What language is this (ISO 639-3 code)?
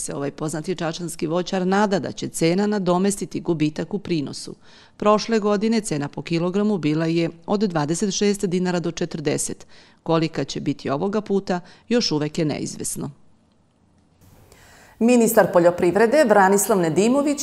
srp